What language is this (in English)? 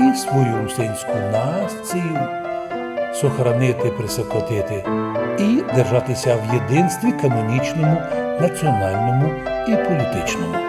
Rusyn